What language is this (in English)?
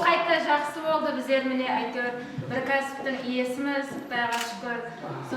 Kara-Kalpak